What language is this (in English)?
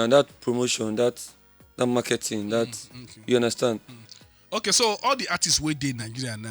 Nigerian Pidgin